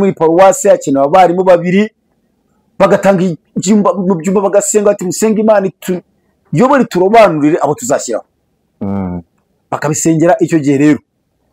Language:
Kinyarwanda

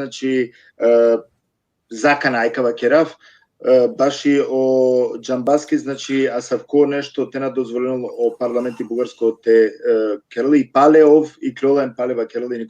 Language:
Balkan Romani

